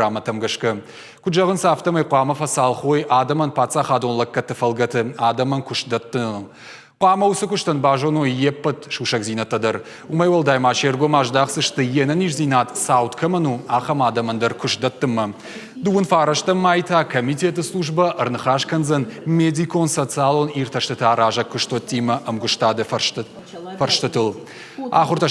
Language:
Ossetic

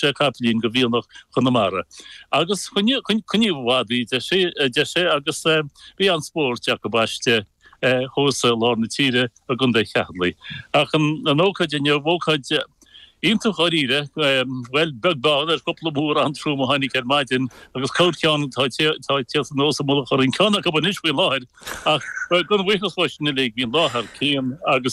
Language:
Irish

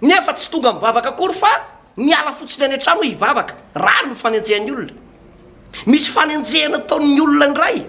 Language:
Malagasy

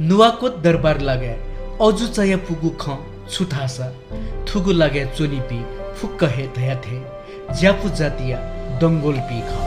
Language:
Newari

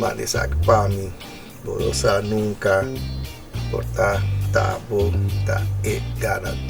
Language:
Papiamento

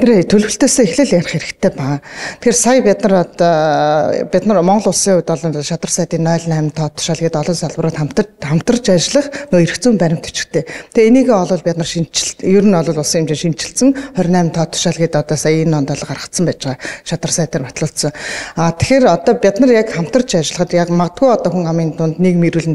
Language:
Mongolian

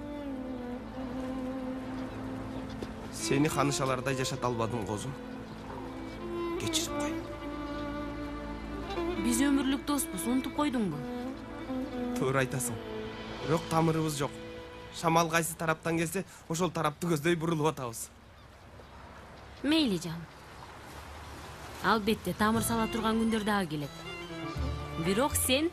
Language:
Kyrgyz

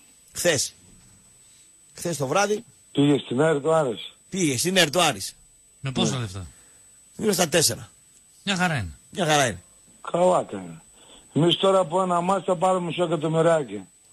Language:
Greek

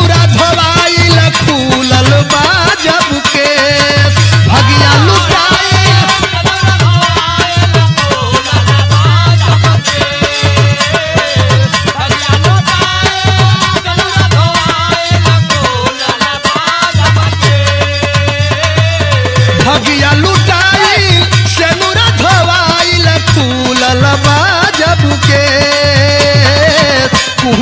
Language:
Bhojpuri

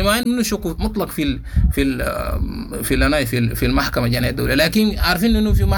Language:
Sudanese Arabic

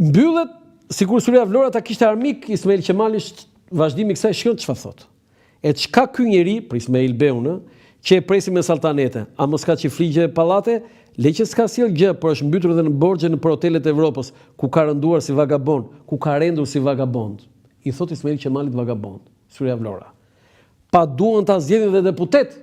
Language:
Albanian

